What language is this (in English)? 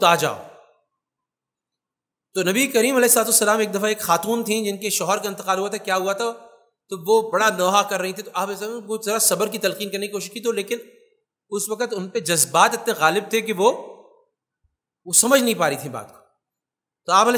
Urdu